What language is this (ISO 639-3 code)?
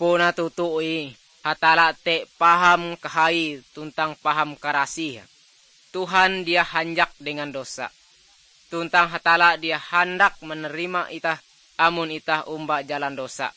nij